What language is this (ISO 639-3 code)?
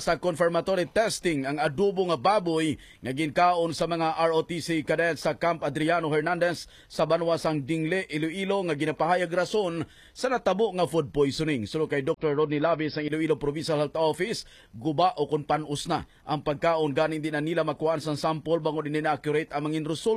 hil